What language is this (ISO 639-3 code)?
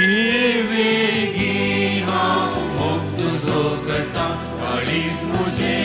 kok